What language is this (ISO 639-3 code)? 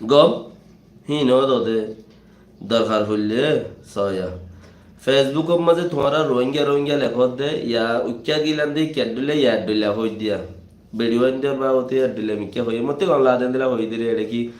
rhg